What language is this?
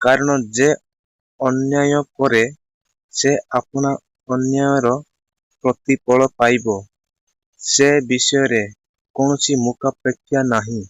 Odia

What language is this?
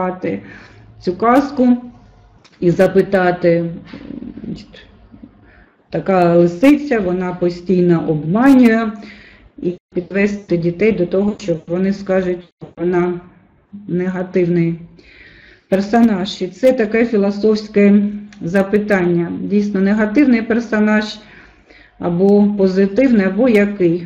Ukrainian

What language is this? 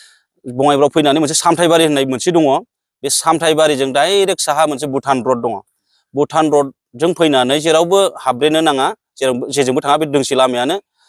Bodo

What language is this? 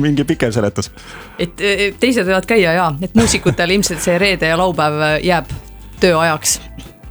Estonian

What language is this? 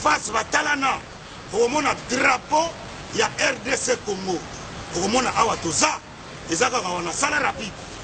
Lingala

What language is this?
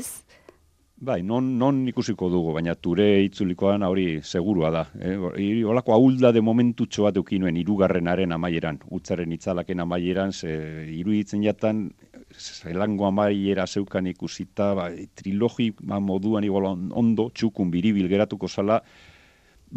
Basque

